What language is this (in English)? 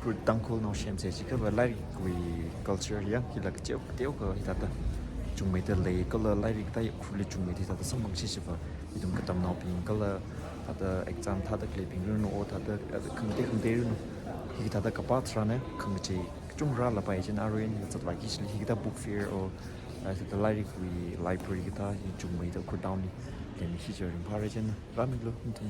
Tangkhul Naga (India)